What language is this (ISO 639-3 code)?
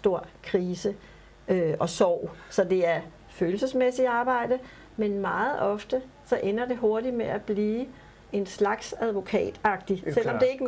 dan